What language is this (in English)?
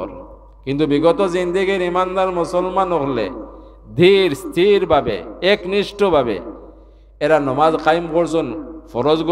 Sylheti